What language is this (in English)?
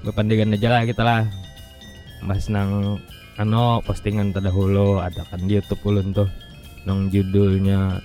Banjar